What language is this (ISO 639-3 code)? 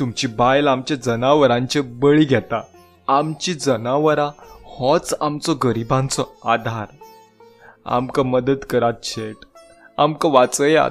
kok